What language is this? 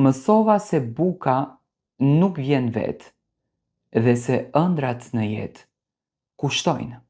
Albanian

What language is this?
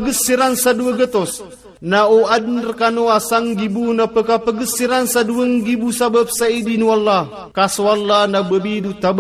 Maranao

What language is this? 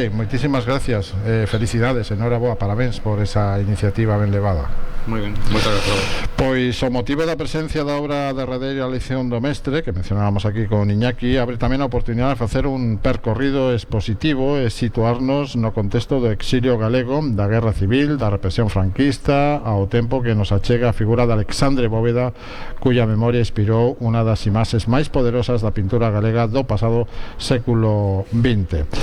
Galician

